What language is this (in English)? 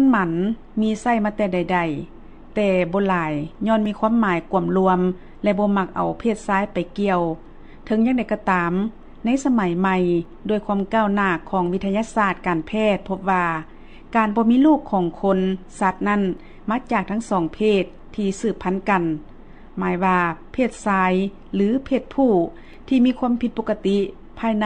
Lao